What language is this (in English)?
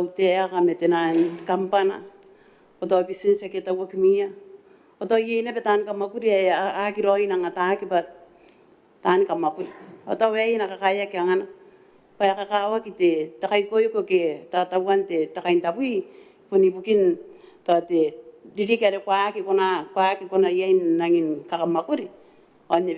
Gilbertese